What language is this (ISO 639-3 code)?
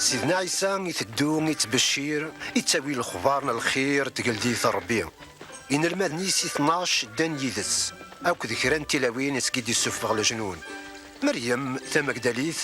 kab